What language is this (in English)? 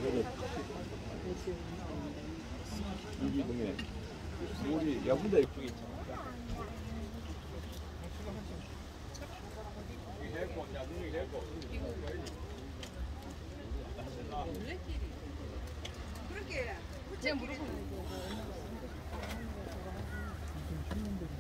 Korean